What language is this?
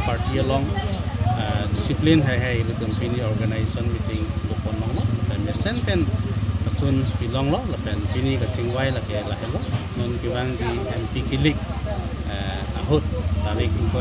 Karbi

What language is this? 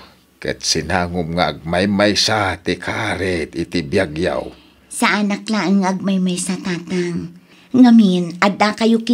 Iloko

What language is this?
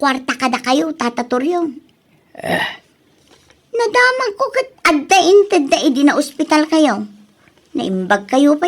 Iloko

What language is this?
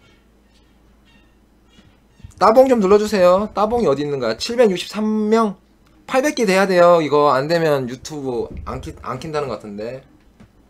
Korean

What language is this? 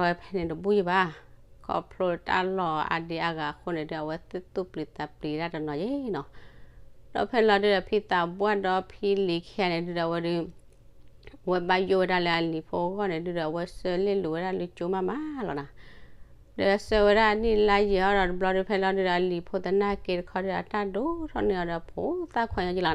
S'gaw Karen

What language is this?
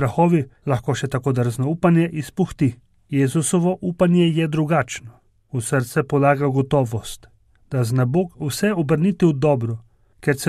Slovenian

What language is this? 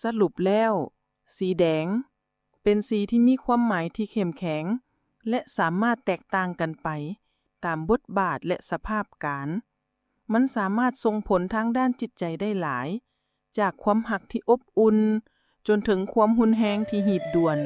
Lao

